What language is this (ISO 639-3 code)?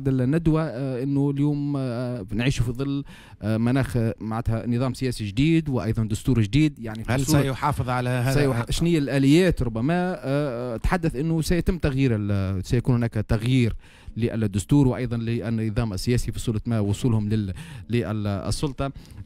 aeb